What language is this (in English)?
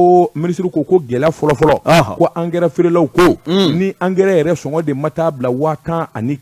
Bambara